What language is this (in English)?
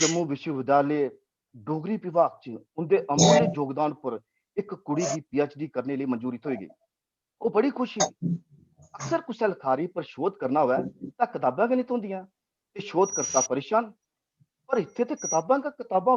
Dogri